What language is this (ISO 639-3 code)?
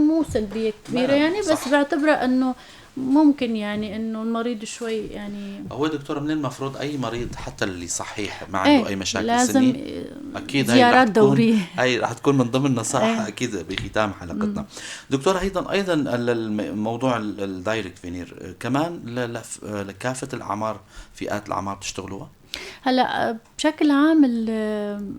apc